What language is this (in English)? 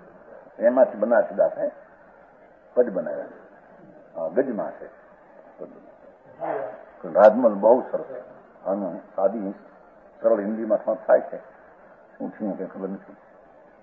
Gujarati